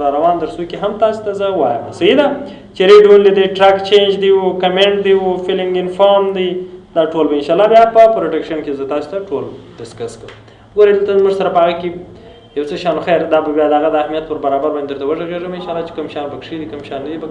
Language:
Pashto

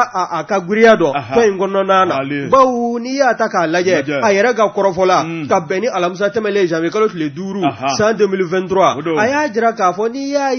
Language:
Bambara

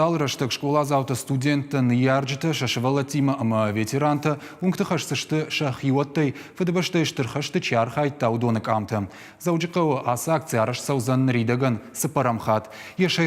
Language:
Ossetic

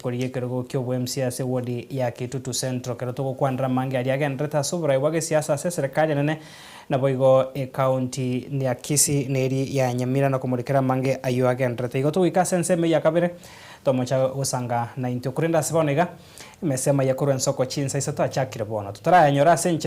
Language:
Gusii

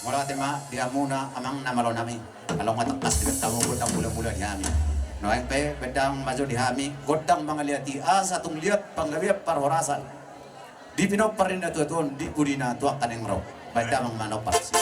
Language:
Batak Toba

